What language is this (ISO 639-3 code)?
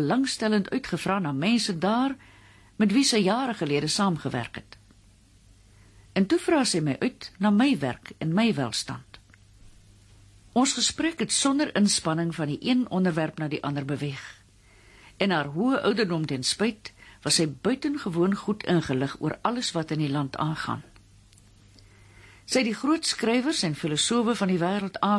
afr